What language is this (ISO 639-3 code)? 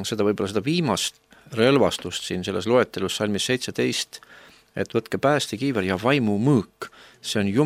est